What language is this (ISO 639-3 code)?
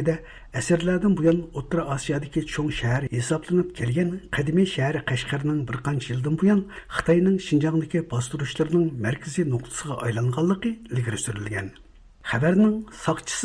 uig